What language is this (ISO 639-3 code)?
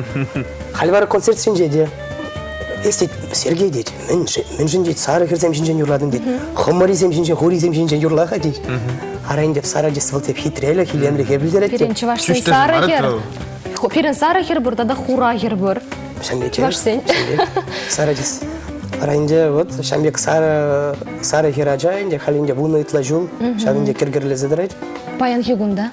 chv